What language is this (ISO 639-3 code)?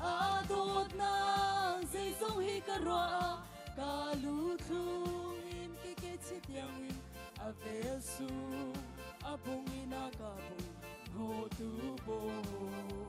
cnh